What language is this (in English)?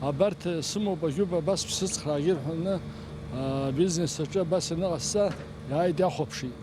Abkhazian